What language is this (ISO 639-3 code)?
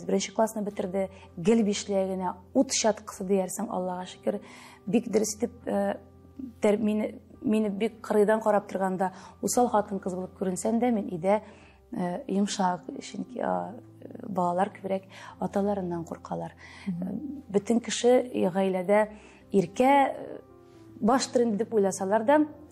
tat